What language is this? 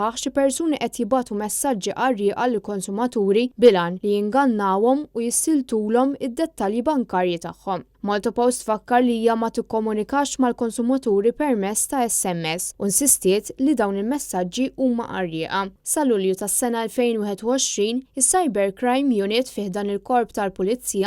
Maltese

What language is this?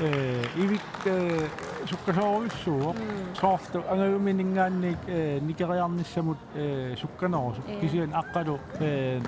Kalaallisut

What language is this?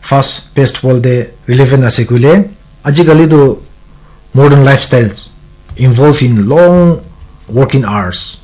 Naga Pidgin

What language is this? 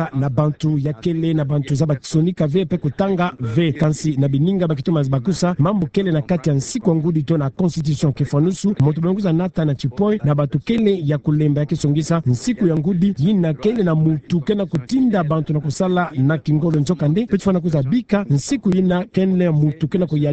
Kituba (Democratic Republic of Congo)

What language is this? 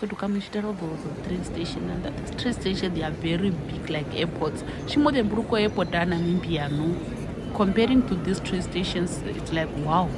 Herero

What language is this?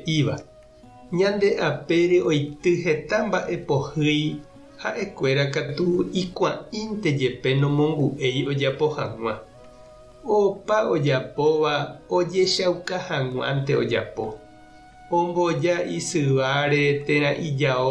Guarani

